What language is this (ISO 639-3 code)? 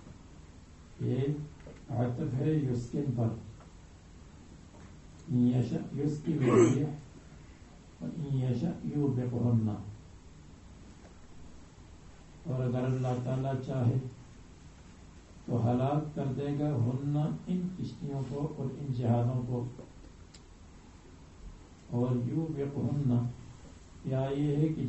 urd